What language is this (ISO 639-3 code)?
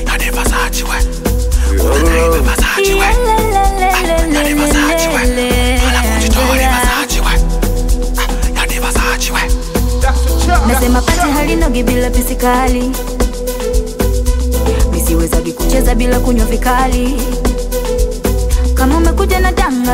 swa